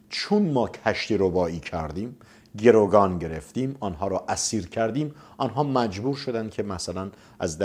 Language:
Persian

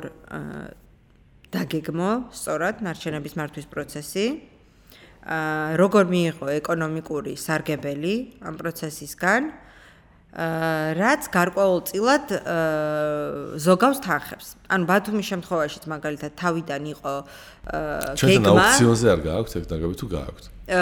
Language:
Georgian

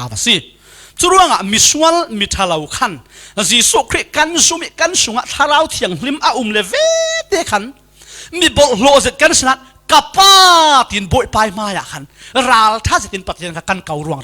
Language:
Falam Chin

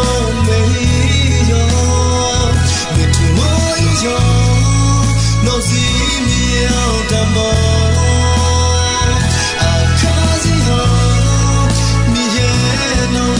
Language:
Akha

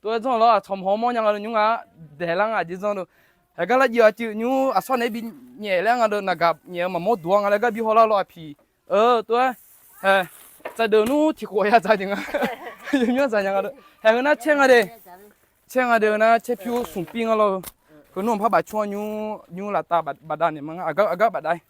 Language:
Akha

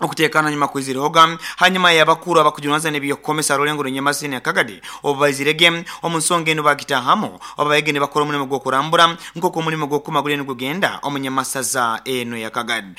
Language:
Nyoro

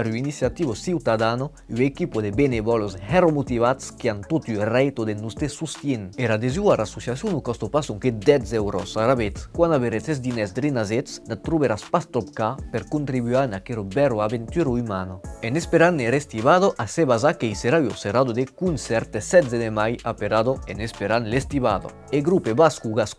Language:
Occitan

